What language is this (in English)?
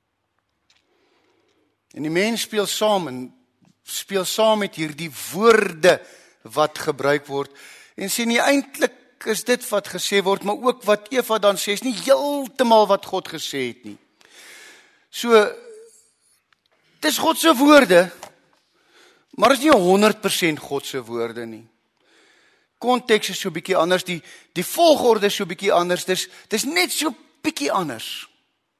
Afrikaans